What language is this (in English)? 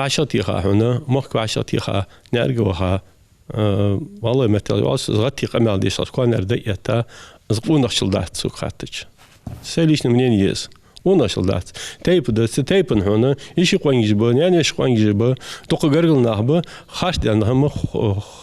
Ingush